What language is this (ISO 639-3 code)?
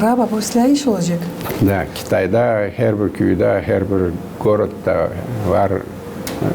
gag